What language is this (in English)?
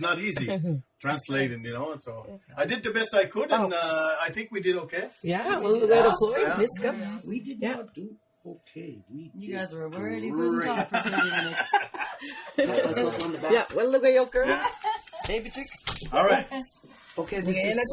Mi'kmaw